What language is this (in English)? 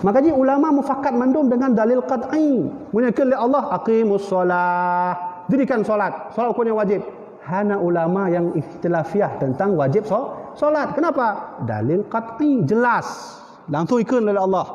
Achinese